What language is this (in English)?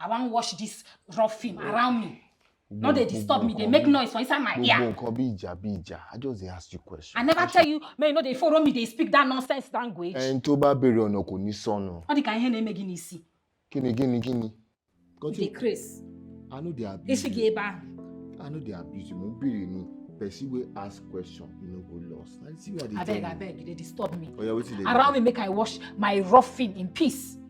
Nigerian Pidgin